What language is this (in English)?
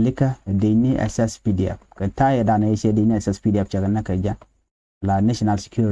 Nuer